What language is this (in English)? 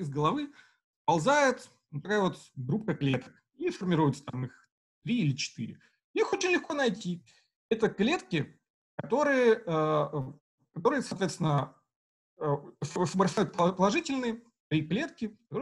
Russian